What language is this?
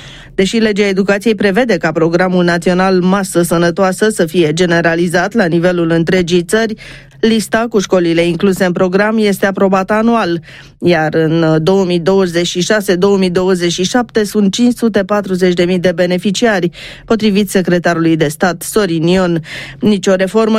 Romanian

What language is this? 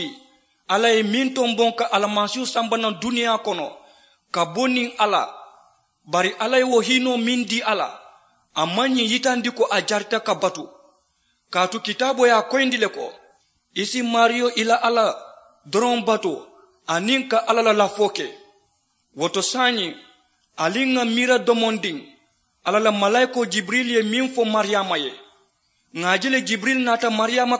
Mandingo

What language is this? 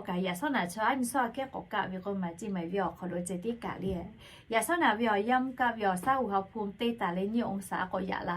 Lahu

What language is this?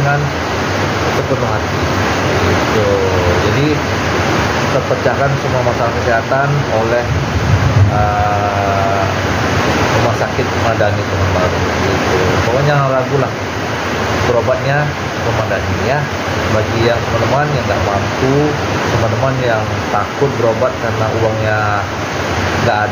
Indonesian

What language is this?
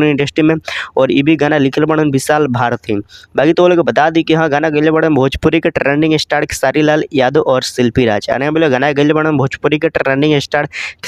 Bhojpuri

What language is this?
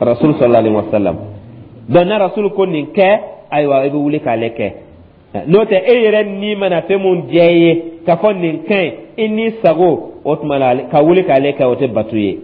Dyula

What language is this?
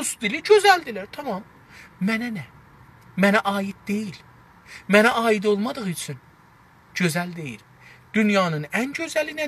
South Azerbaijani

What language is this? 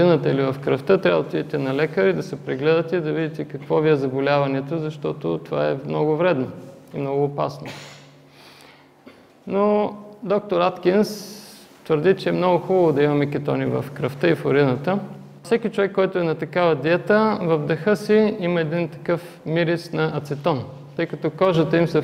Bulgarian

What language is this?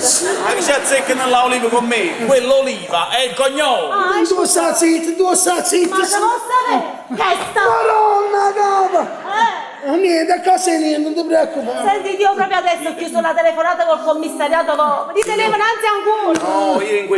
Neapolitan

